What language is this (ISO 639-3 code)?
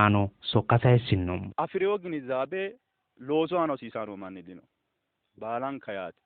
sid